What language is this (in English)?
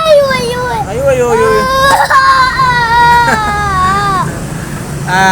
Cebuano